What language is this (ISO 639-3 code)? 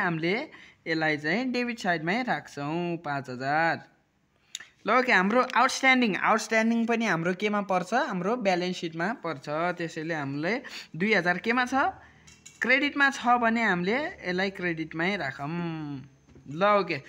nep